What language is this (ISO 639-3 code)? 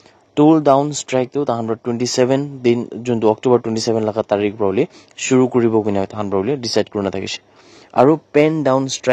nag